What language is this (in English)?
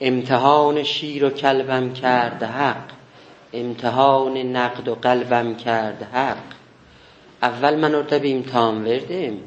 South Azerbaijani